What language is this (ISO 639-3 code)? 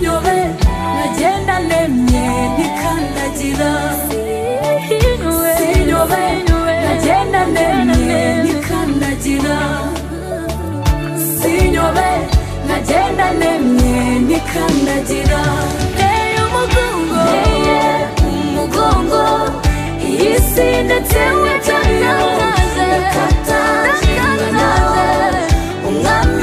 kin